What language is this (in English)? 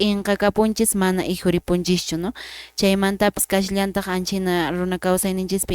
Quechua